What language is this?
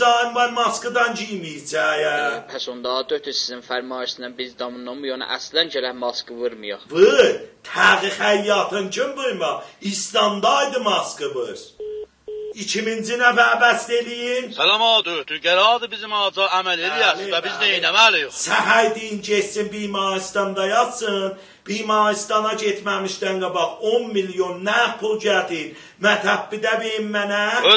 South Azerbaijani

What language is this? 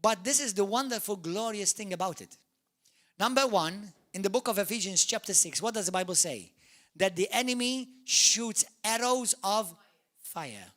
English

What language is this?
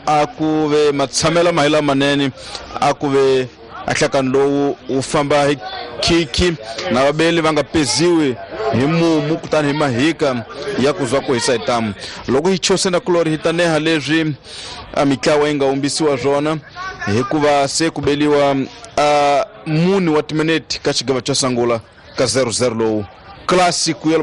Tsonga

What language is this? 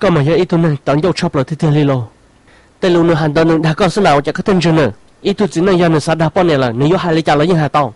Hmong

